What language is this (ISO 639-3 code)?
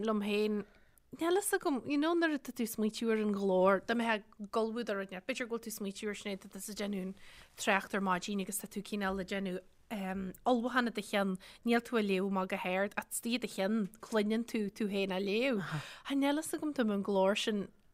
gle